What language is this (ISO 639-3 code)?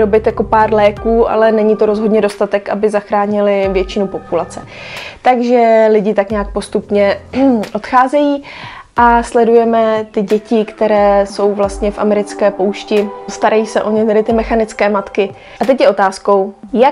ces